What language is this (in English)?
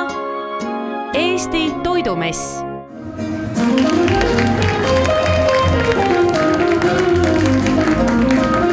Estonian